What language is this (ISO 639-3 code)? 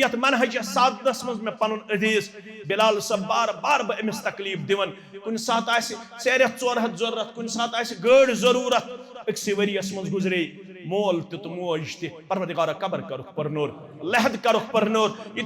kas